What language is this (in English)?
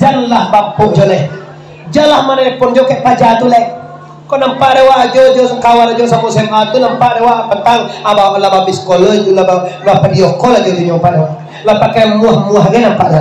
Minangkabau